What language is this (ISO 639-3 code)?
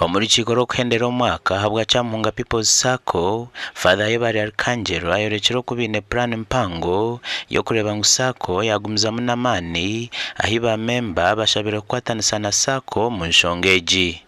nyn